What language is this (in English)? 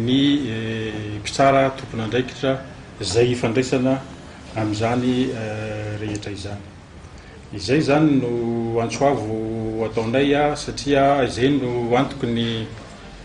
Malagasy